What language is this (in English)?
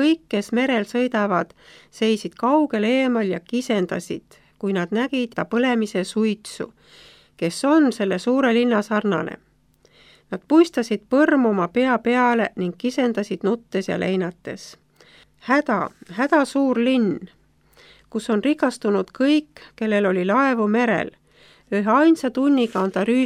Estonian